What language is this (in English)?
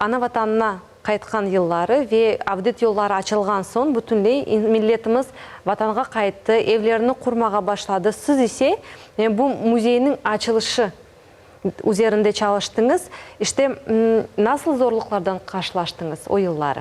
Crimean Tatar